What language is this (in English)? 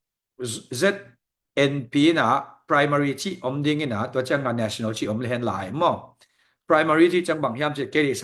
Tedim Chin